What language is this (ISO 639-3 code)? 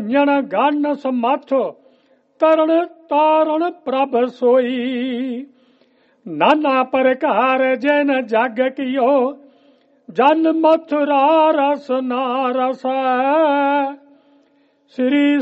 pan